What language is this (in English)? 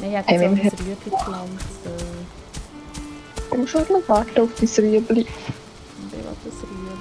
Swiss German